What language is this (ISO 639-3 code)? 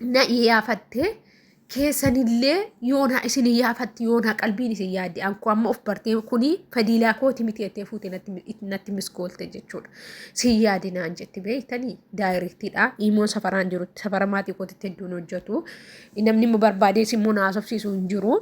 orm